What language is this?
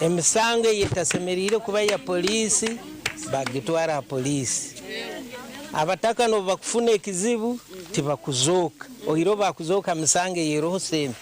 Nyankole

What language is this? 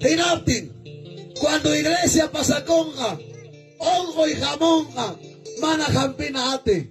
Ayacucho Quechua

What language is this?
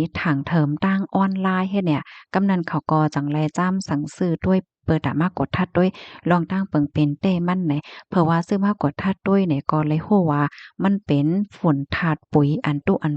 Shan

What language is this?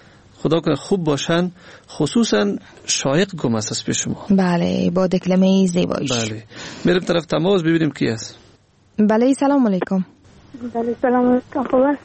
Persian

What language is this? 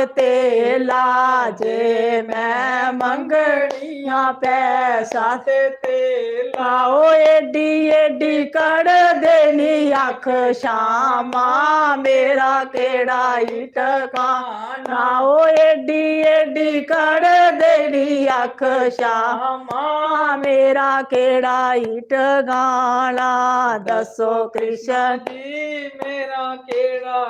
Dogri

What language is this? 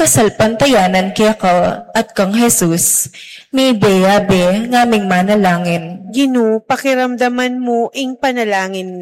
Pampanga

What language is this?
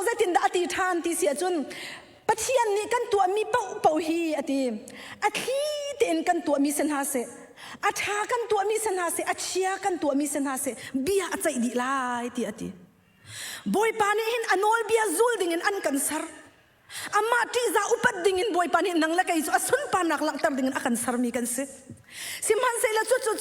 Hakha Chin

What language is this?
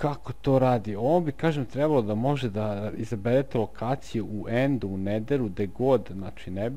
Serbian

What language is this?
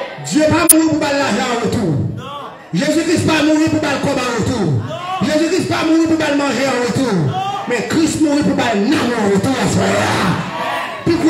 French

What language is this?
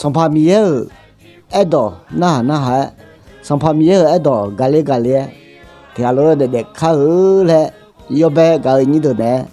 Akha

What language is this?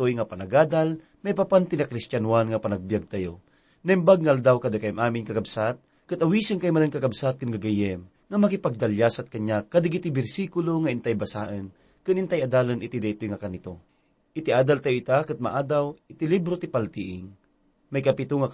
Iloko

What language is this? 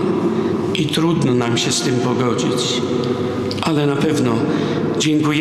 Polish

